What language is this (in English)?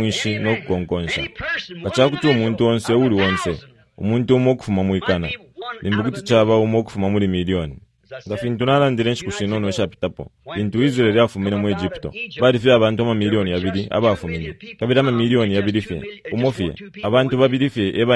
Bemba